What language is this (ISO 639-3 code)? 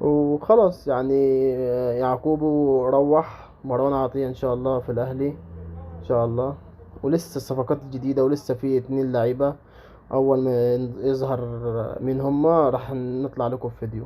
arz